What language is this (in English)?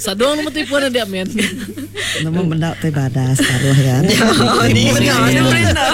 Iban